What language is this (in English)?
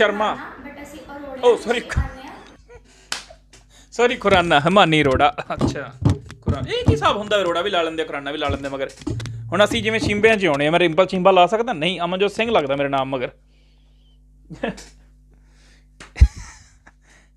Punjabi